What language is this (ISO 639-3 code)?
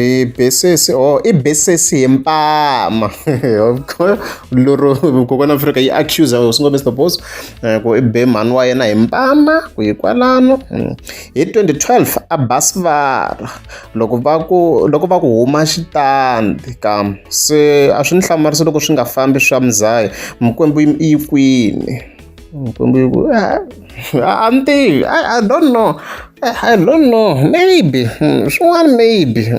tso